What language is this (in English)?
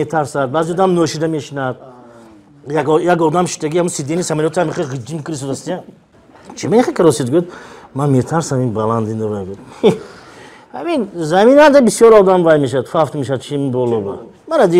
Tajik